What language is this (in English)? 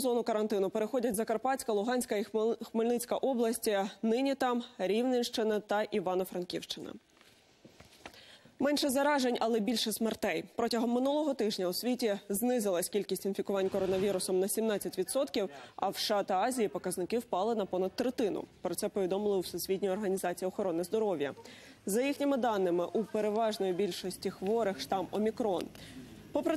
Ukrainian